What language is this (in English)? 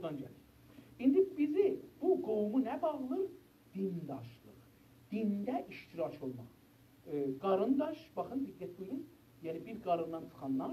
South Azerbaijani